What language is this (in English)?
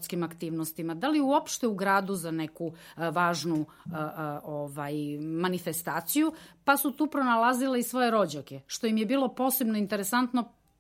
Serbian